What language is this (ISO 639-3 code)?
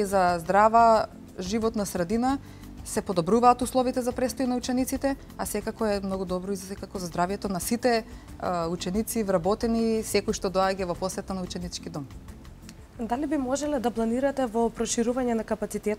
mkd